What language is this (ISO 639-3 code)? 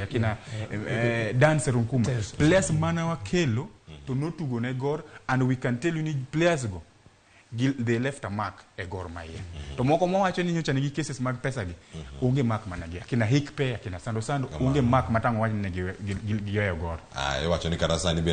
luo